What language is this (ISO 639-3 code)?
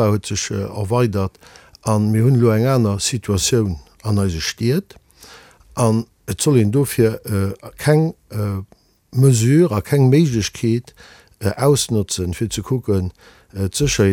ltz